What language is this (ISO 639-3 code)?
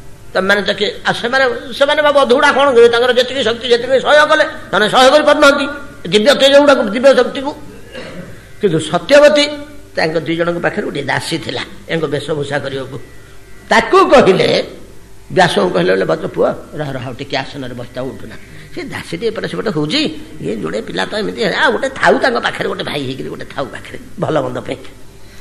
ori